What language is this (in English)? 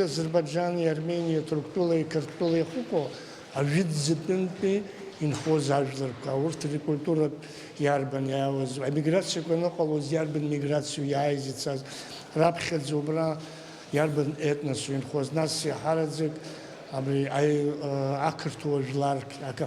Abkhazian